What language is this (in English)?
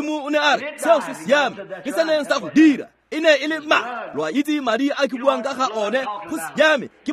Tswana